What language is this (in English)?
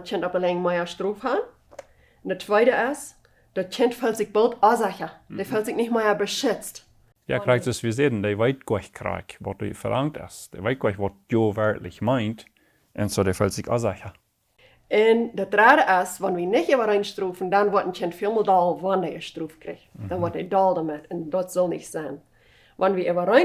Plautdietsch